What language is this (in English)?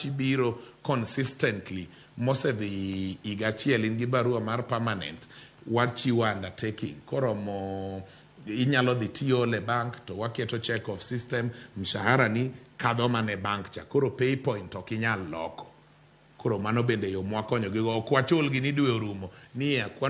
Luo (Kenya and Tanzania)